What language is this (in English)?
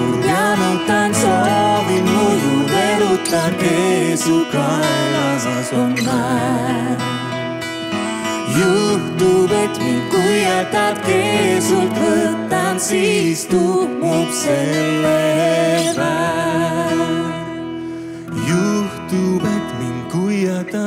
Estonian